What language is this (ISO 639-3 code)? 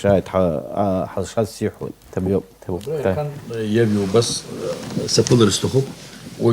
abk